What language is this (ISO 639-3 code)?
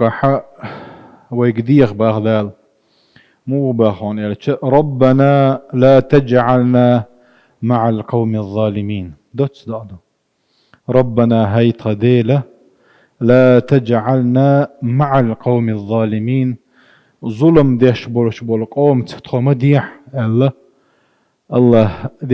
che